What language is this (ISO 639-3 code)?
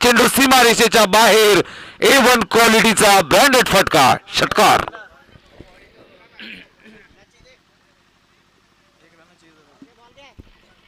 mar